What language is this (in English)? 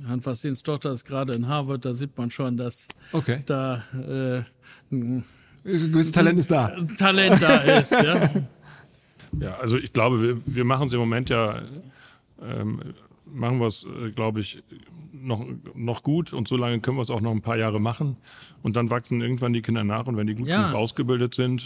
German